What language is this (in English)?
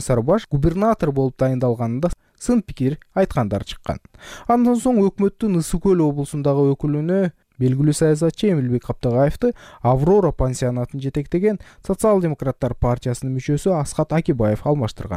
Kyrgyz